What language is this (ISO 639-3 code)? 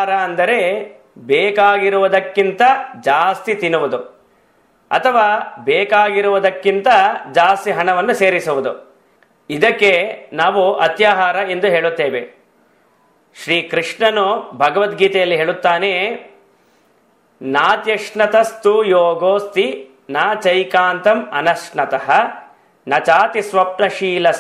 kan